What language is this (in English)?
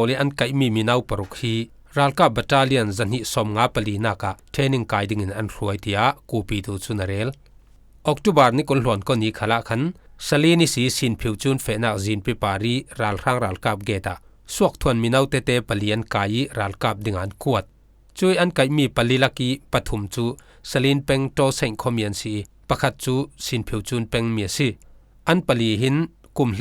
Falam Chin